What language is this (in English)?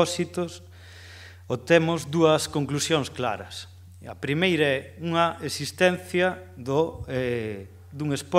Galician